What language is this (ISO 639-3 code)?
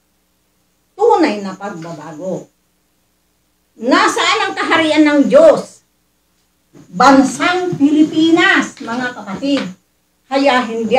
fil